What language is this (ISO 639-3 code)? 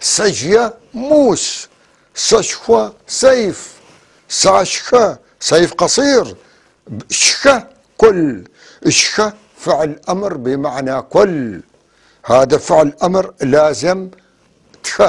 apc